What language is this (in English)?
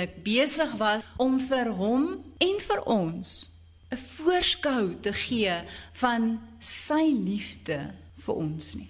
Afrikaans